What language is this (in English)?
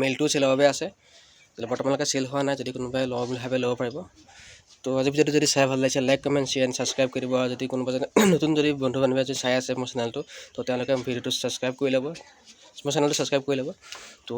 Assamese